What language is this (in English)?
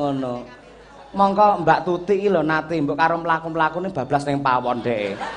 Javanese